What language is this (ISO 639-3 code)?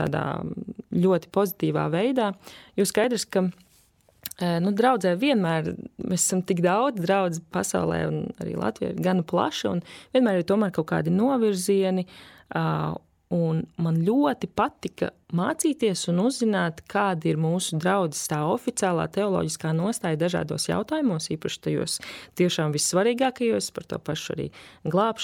lav